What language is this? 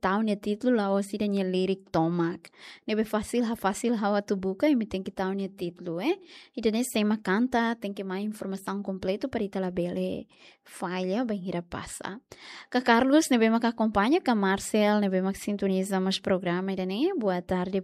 Tetum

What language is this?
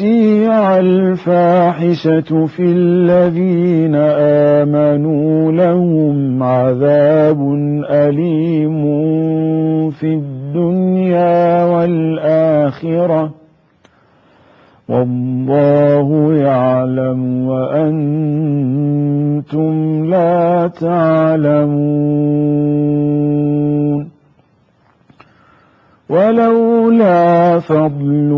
Arabic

